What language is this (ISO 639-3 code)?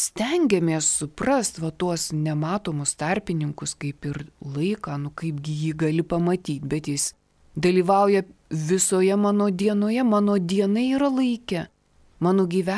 lit